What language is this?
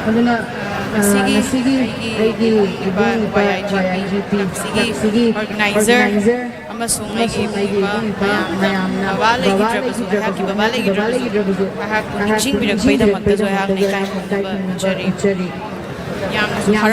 Manipuri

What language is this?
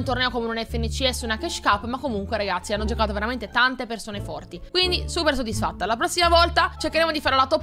Italian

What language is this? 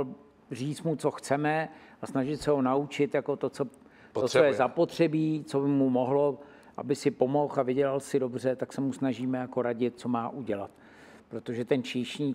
Czech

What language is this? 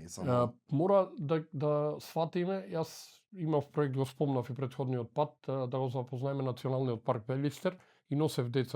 Macedonian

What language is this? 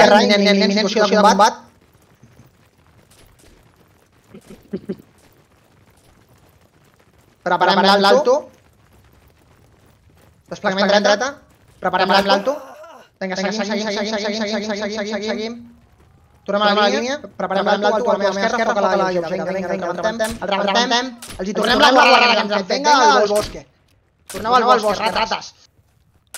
Catalan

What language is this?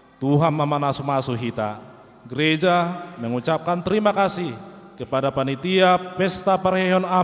Batak Toba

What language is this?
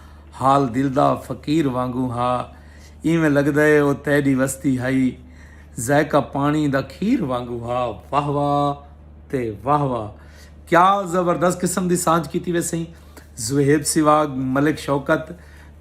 Saraiki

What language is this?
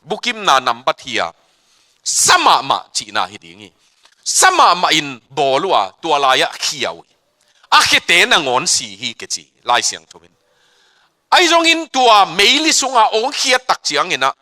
Tedim Chin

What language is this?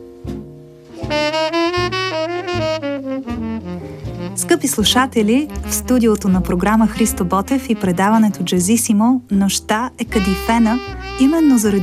Bulgarian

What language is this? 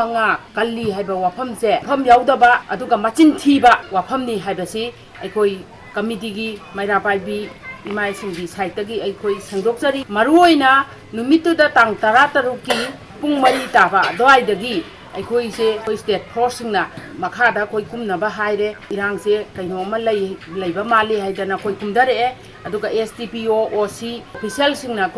Manipuri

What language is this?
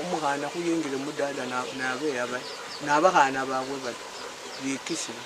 Luyia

